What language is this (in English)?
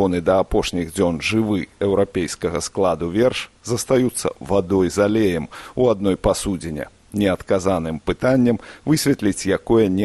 Belarusian